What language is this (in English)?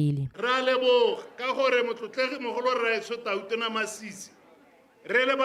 Tswana